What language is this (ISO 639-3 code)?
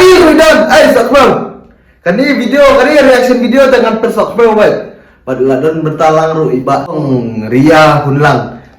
kha